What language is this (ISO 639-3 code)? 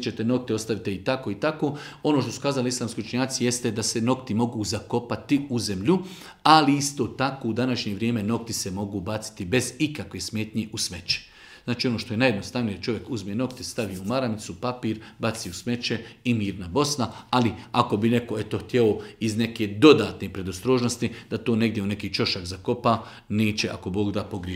bos